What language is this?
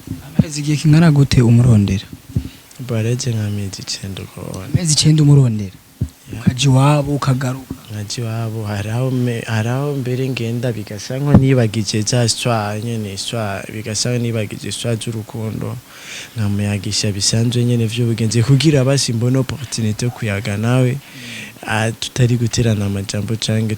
Rundi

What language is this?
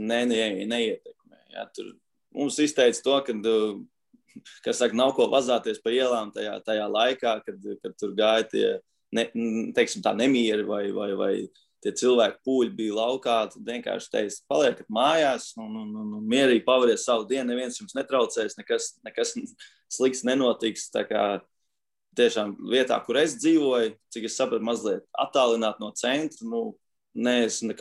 Latvian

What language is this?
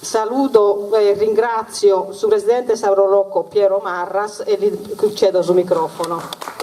Sardinian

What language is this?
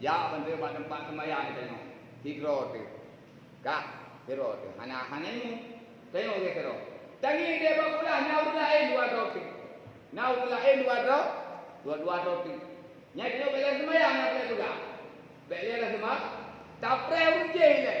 Achinese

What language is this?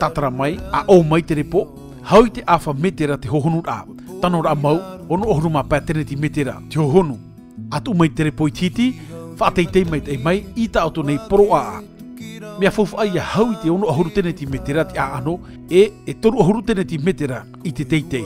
Tahitian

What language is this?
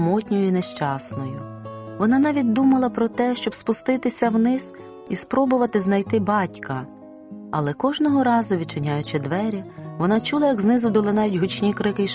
Ukrainian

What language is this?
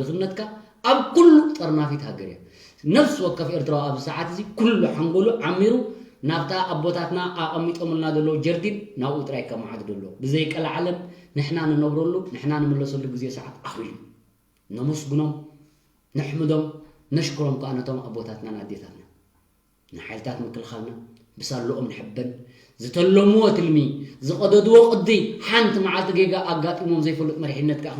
Tigrinya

